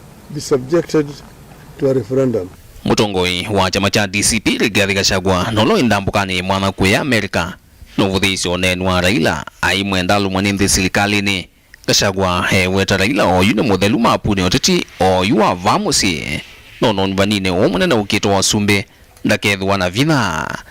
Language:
Kamba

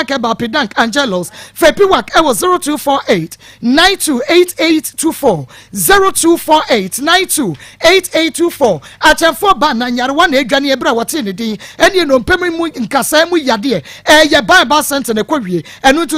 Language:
Akan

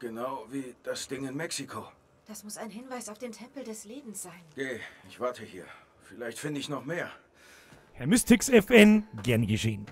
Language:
Bavarian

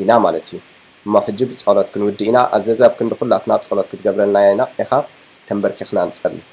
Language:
Tigrinya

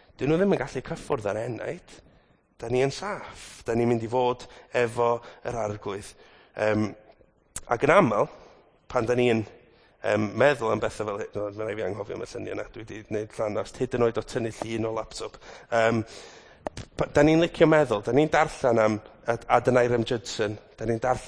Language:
Welsh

